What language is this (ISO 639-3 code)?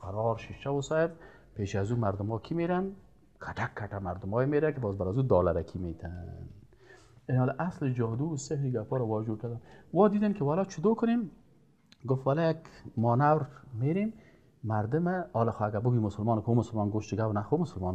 fas